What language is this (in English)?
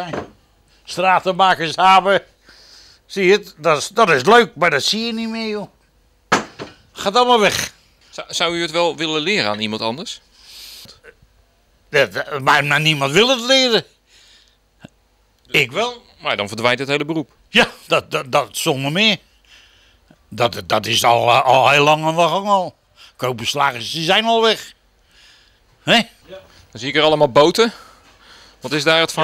Dutch